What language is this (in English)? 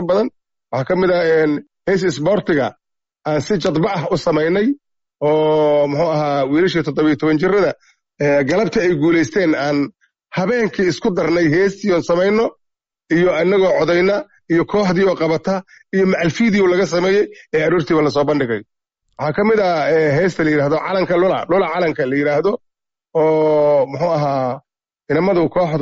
Somali